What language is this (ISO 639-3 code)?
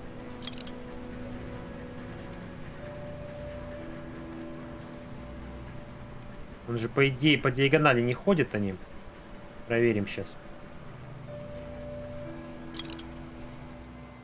rus